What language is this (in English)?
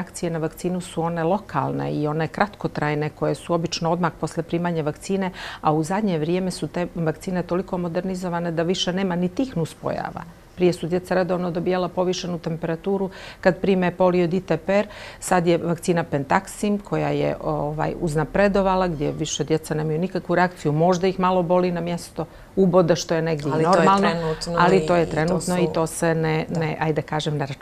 Bosnian